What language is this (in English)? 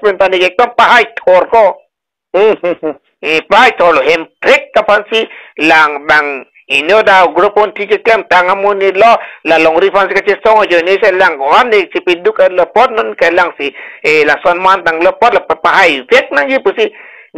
Karbi